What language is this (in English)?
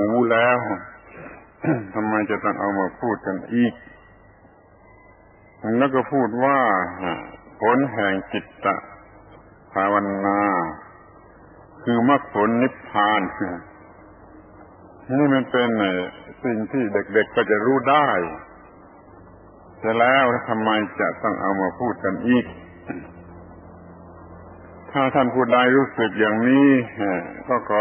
Thai